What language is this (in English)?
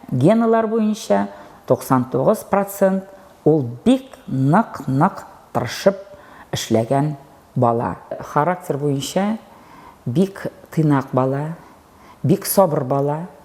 Tatar